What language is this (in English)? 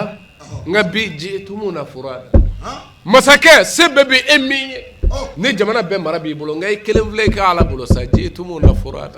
Bambara